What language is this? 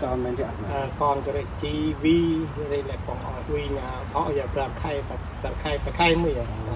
Central Mnong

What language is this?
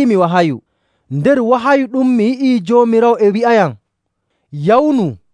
Nigerian Fulfulde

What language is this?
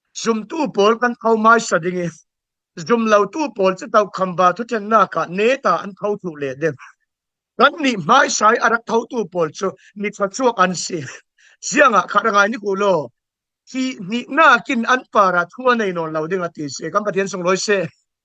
Falam Chin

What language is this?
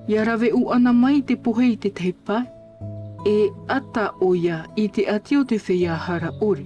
Tahitian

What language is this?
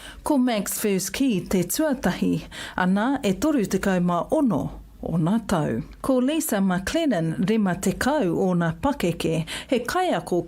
Māori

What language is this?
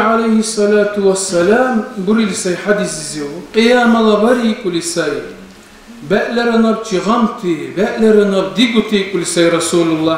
Dargwa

